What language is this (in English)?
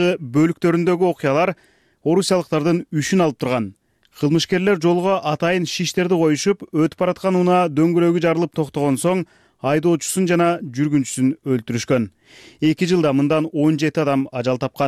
Kyrgyz